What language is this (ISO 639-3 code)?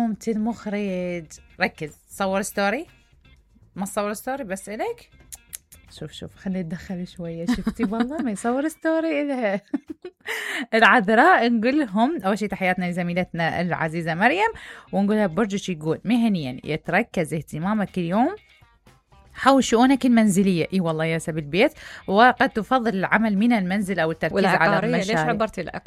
acm